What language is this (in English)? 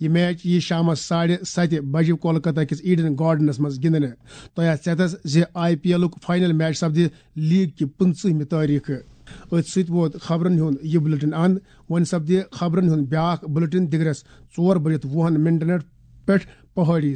Kashmiri